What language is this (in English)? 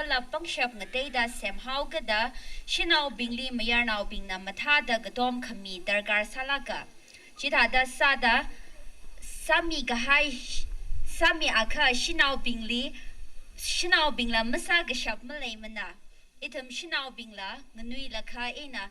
Tangkhul Naga (India)